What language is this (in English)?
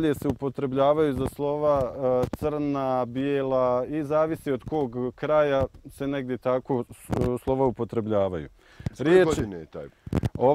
Bosnian